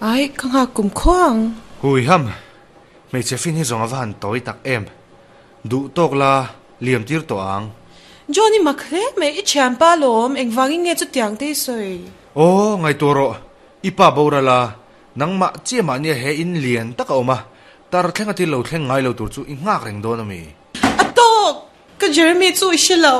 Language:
Mizo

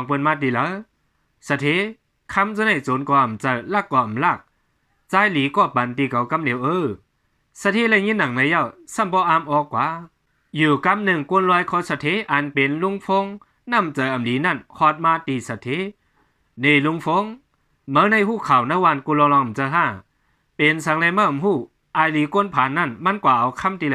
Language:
Shan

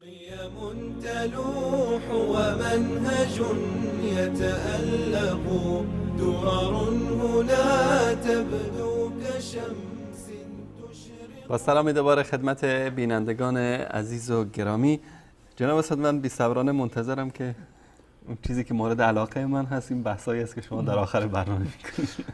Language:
Persian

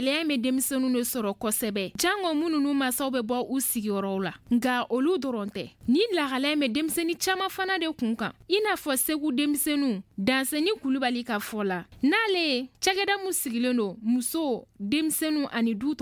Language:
Bambara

